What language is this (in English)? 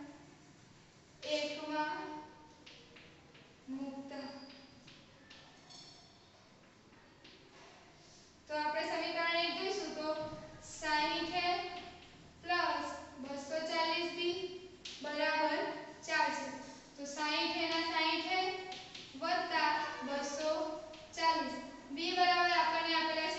Gujarati